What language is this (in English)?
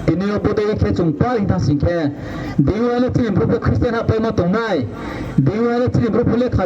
Riang (India)